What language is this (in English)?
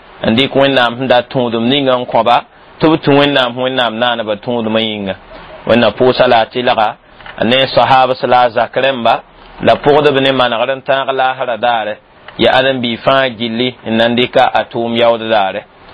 Mossi